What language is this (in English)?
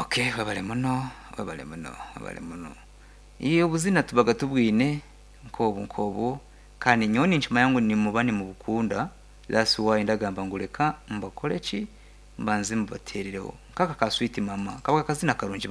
Nyankole